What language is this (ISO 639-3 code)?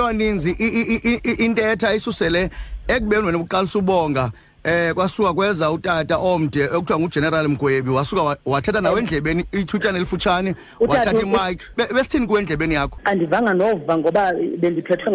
xho